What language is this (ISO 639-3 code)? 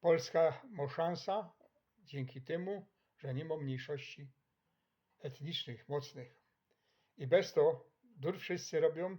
szl